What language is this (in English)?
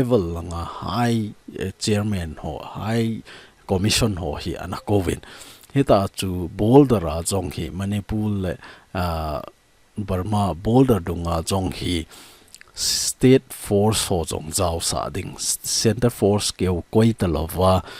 Thado Chin